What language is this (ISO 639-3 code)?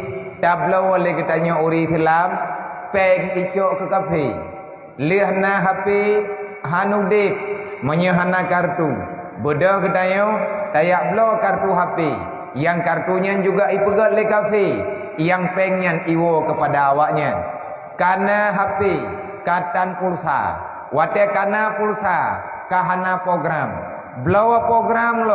ace